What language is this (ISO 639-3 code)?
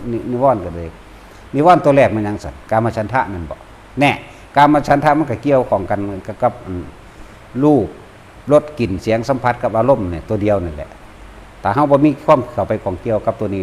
lao